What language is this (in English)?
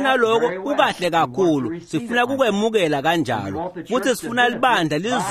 Swati